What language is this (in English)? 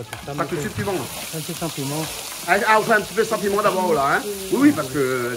Réunion Creole French